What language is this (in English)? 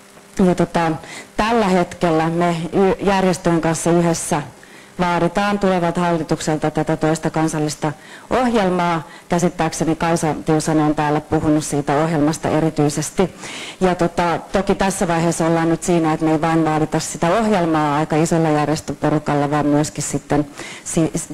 Finnish